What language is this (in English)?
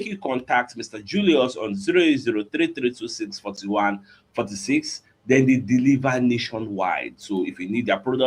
Nigerian Pidgin